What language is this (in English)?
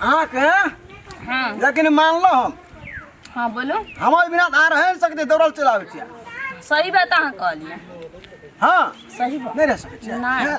Maithili